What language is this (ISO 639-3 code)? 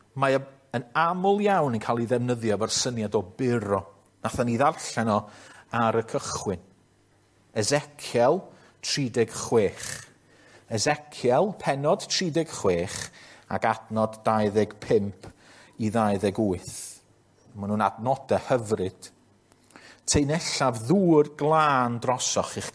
cym